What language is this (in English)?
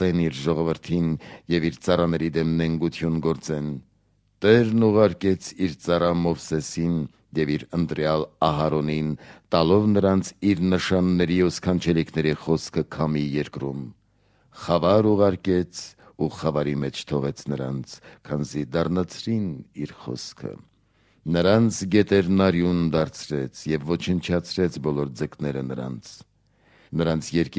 Armenian